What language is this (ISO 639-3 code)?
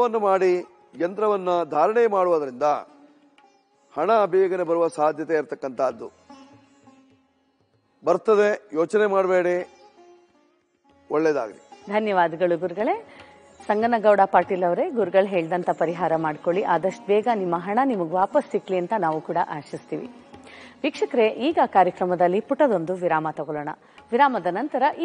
kan